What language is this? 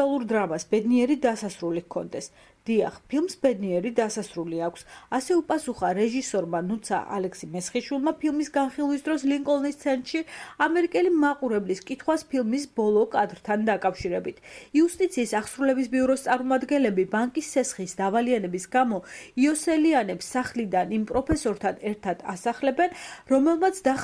Georgian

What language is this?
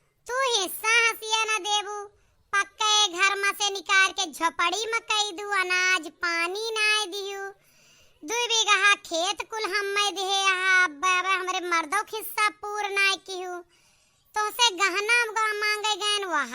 Awadhi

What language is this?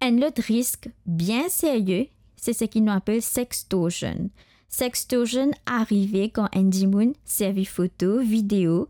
Morisyen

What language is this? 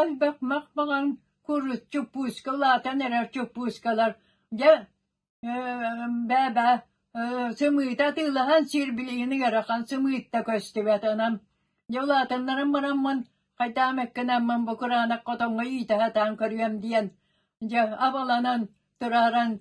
Yakut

